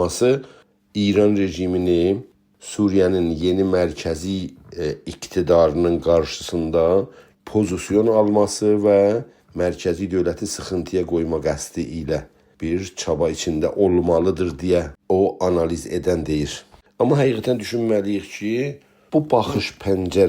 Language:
South Azerbaijani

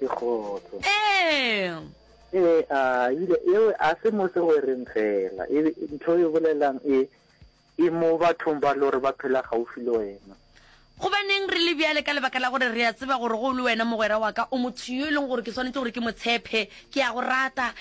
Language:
Northern Sotho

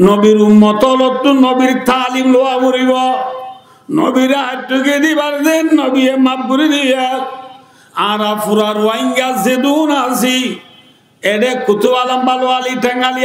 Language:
Rohingya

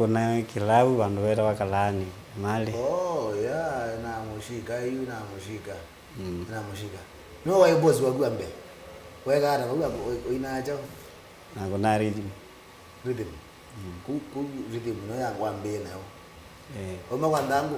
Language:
Kamba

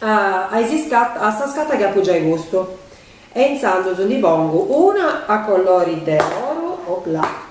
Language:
Sardinian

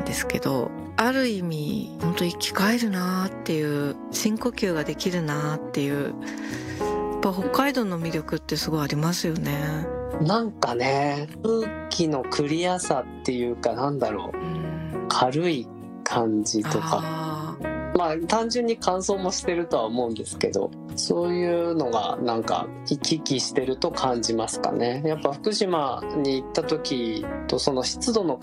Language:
Japanese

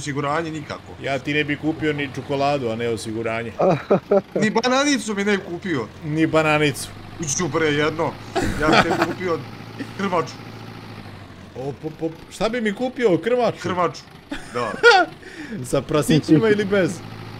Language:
Serbian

